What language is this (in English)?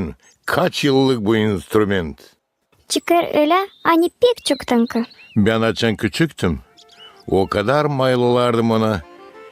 Gagauz